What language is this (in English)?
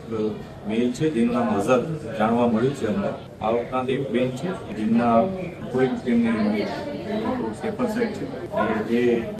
Gujarati